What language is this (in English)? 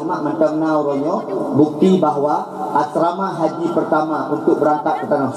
Achinese